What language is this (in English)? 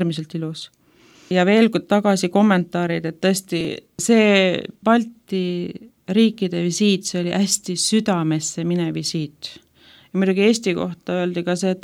Estonian